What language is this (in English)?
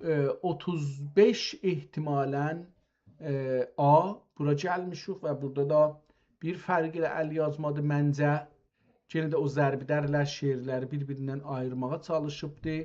South Azerbaijani